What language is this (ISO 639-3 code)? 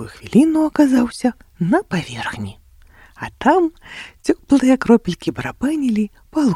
bel